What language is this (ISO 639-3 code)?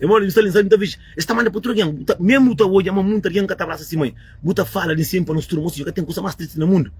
kea